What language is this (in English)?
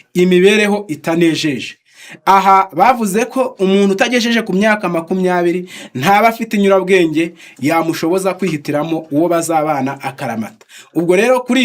Kinyarwanda